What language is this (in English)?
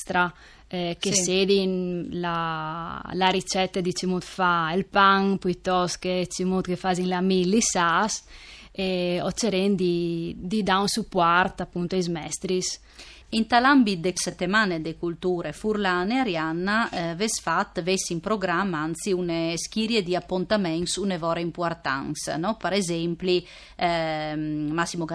Friulian